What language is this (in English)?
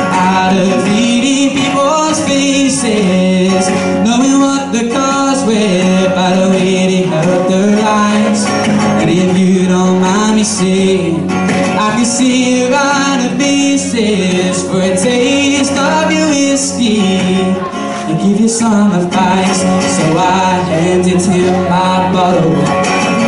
English